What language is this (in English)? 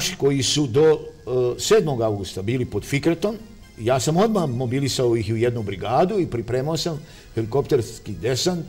Bosnian